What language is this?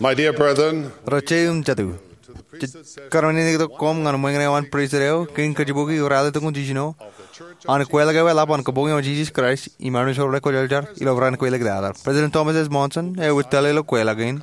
Marshallese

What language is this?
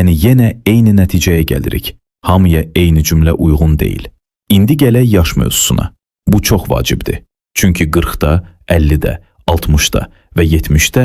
Azerbaijani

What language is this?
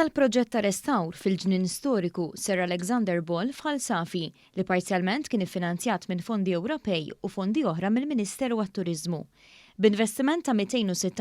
Maltese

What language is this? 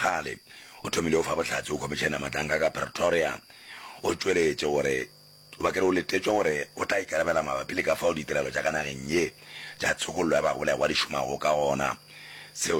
Northern Sotho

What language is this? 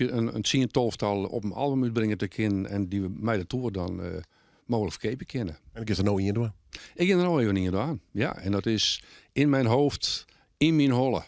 Western Frisian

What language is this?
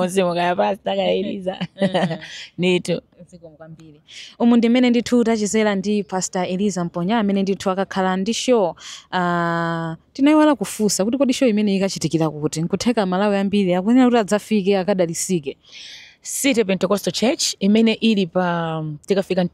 Nyanja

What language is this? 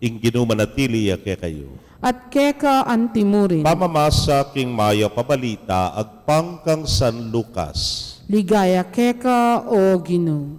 Pampanga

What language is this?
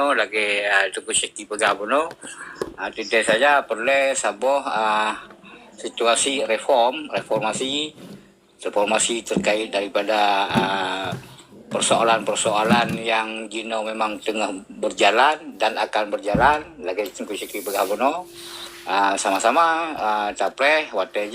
Achinese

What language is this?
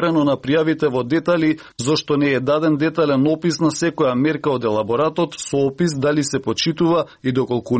Macedonian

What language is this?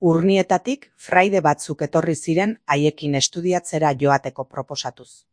Basque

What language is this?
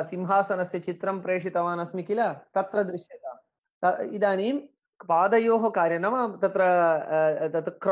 Sanskrit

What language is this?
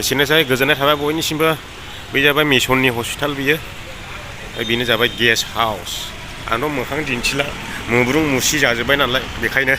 Bodo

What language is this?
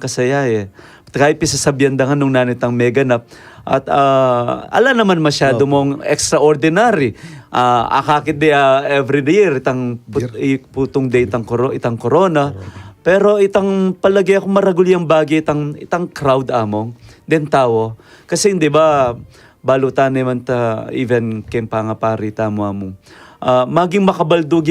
Pampanga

